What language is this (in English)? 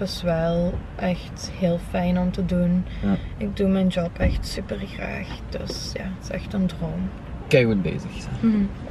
Dutch